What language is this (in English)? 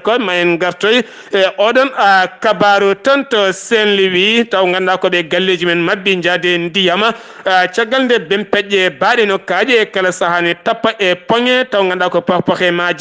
Fula